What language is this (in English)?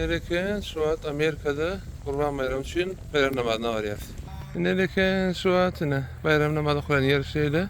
Turkmen